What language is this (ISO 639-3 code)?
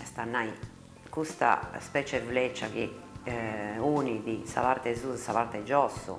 srd